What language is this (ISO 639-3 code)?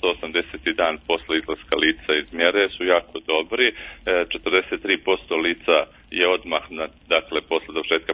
srp